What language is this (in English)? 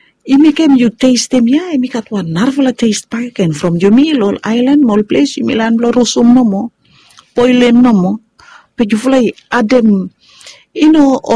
Bislama